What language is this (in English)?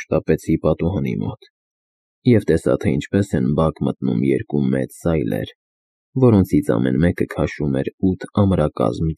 Armenian